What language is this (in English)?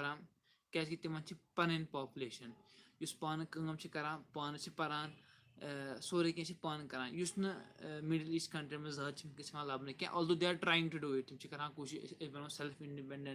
Kashmiri